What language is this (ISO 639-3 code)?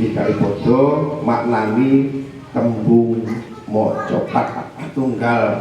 jav